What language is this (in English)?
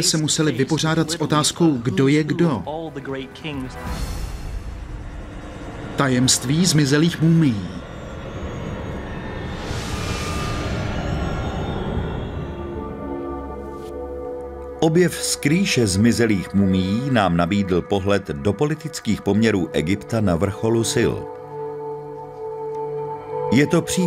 Czech